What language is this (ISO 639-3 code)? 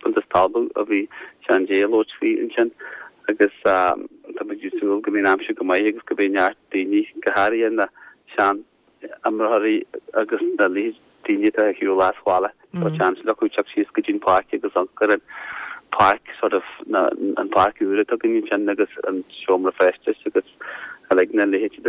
gle